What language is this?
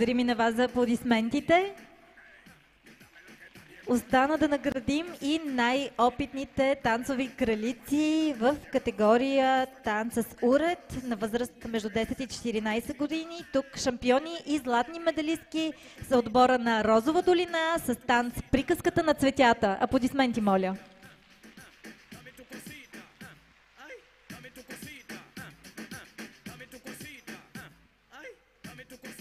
Bulgarian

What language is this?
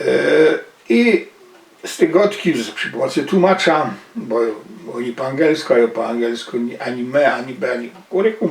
Silesian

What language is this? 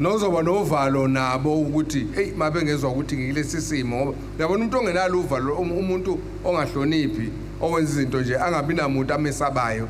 Zulu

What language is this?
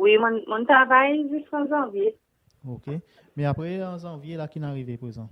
Seselwa Creole French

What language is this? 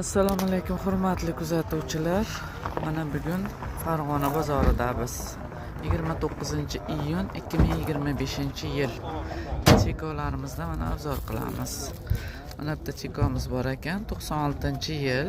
Uzbek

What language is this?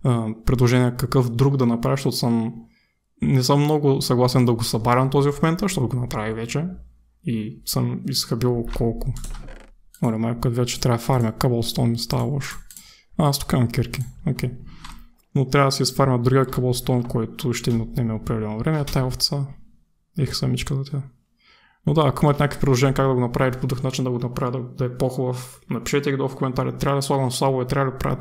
Bulgarian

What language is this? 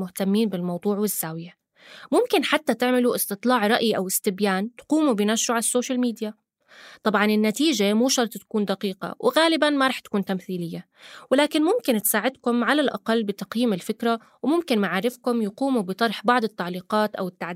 North Levantine Arabic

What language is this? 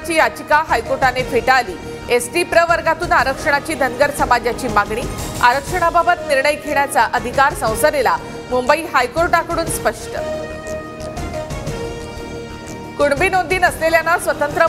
Marathi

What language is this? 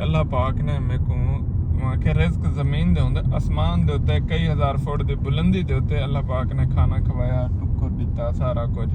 Saraiki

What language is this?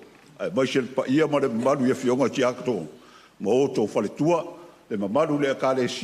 Samoan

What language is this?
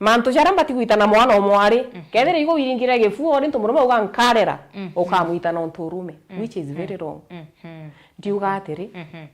Meru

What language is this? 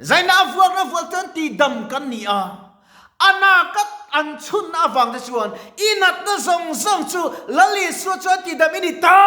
Mizo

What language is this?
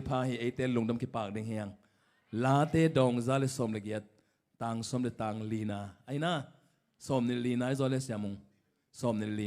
Tedim Chin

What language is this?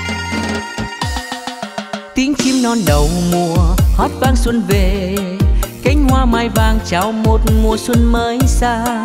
Vietnamese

